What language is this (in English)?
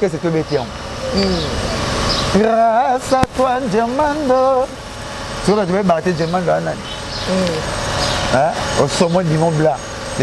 Lingala